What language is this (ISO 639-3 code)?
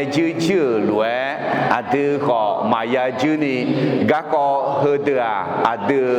ahk